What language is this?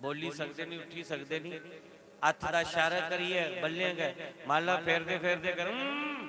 Dogri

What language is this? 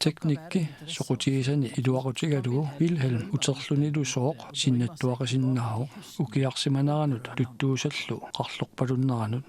Kalaallisut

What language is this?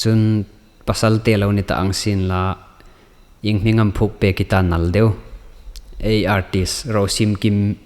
Hmar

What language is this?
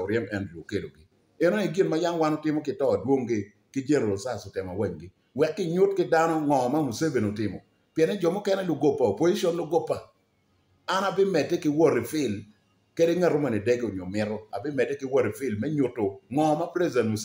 Acoli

